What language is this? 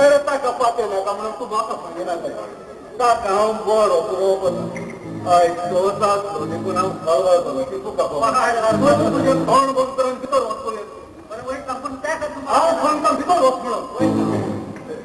Konkani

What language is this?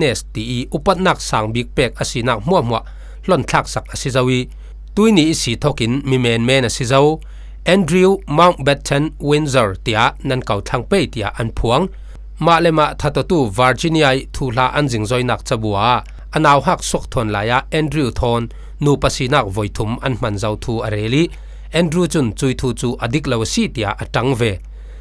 Falam Chin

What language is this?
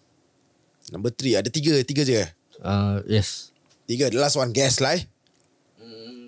Malay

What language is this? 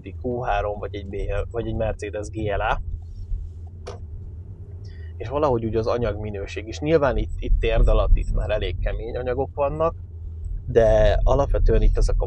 Hungarian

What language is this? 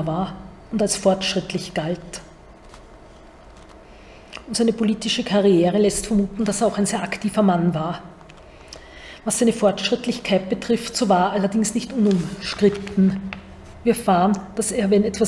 German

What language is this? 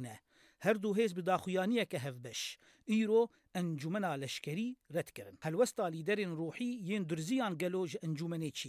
Kurdish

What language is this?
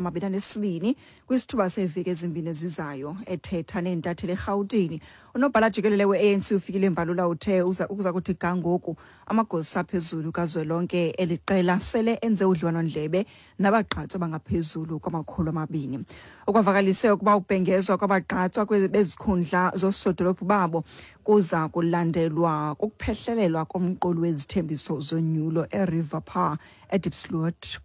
Xhosa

